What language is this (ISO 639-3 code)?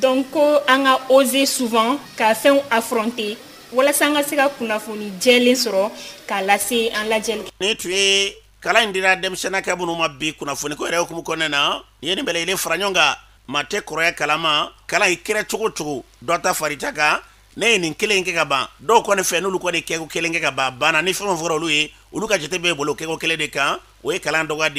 bam